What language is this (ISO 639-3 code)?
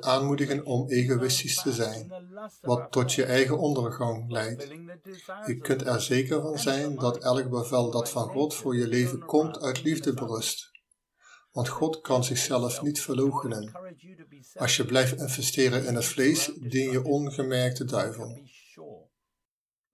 nld